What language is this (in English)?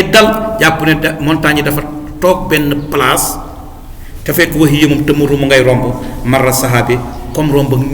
Wolof